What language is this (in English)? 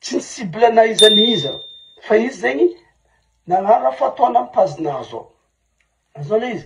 Malagasy